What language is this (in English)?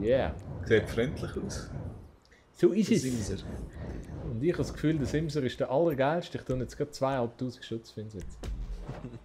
Swiss German